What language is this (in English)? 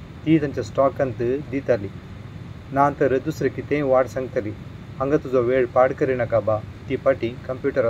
Konkani